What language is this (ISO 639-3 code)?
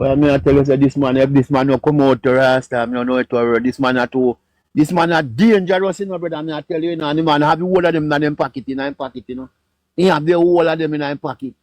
jam